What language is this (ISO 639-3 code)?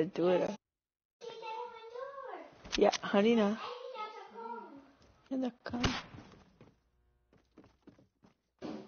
nld